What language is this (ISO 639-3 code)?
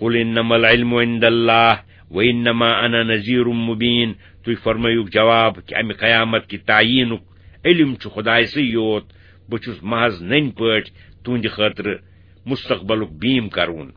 kas